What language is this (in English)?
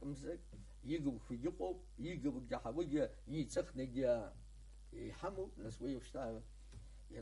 Abkhazian